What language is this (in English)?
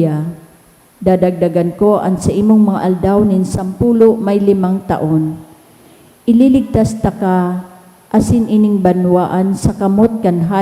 Bikol